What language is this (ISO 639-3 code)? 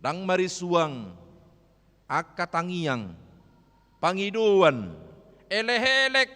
bbc